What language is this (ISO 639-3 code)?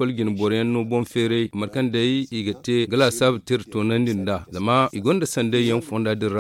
dje